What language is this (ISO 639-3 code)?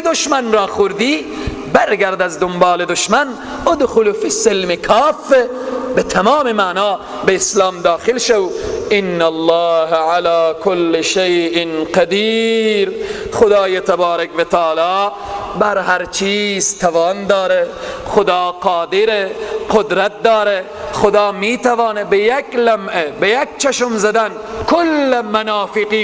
fas